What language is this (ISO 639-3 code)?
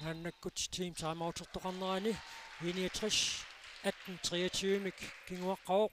kal